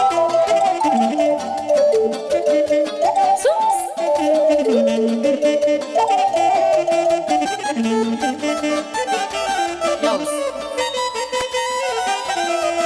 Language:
Romanian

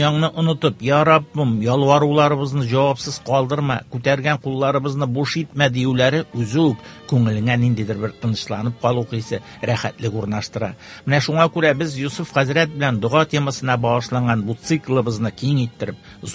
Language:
Tatar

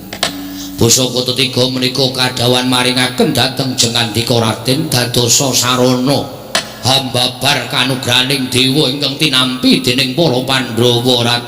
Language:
Javanese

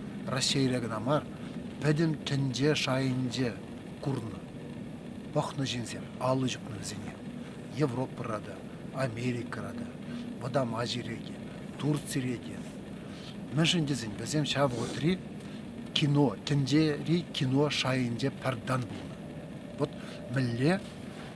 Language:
Chuvash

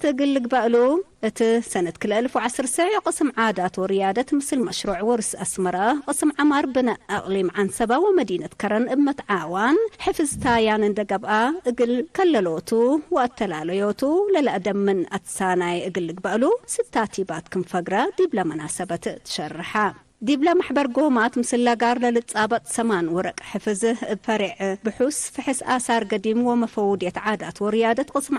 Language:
Tigre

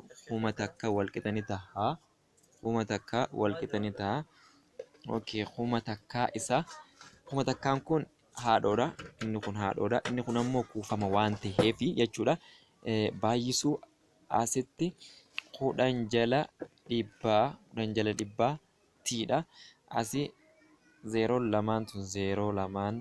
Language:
Oromo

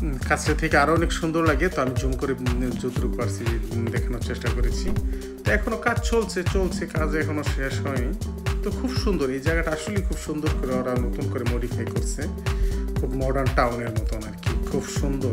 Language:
Bangla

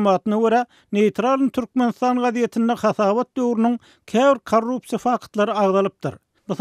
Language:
Turkmen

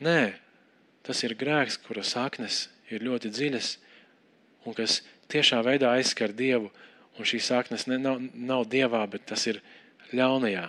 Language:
Latvian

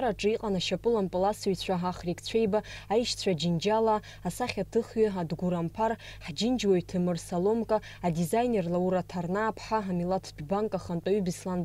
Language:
Abkhazian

